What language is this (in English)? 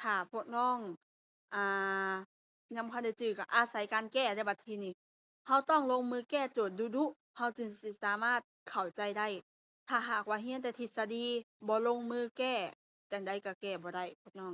Lao